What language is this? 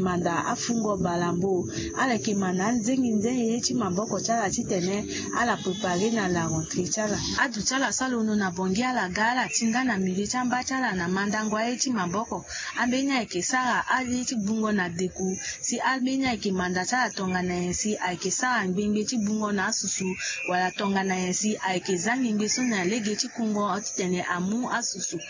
Sango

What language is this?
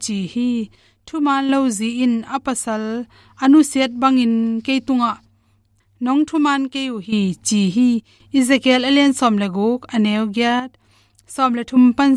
Tedim Chin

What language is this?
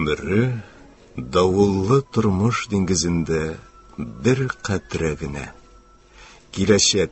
Tatar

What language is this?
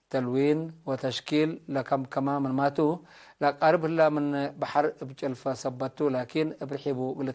Tigre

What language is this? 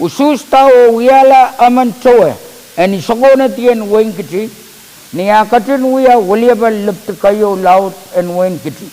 Pohnpeian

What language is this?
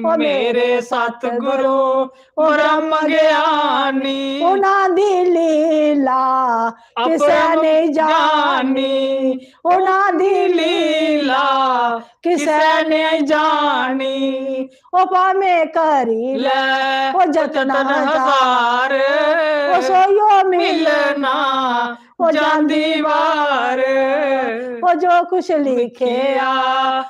Dogri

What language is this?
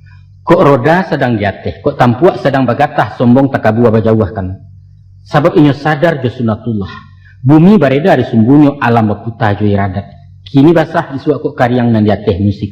Minangkabau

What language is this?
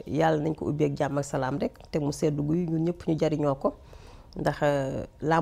Wolof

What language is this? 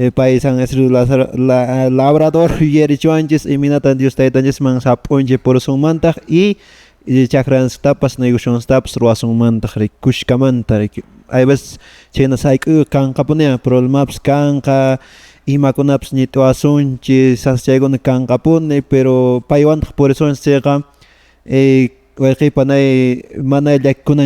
Quechua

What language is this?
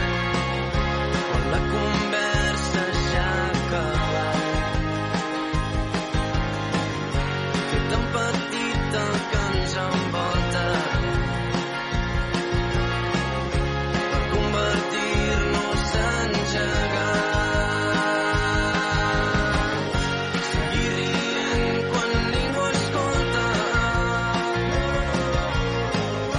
Catalan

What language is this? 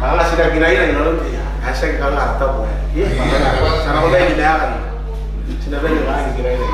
Gilbertese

